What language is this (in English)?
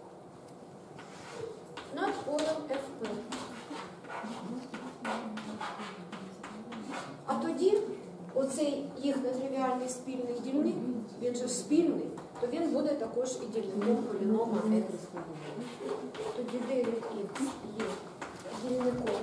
Ukrainian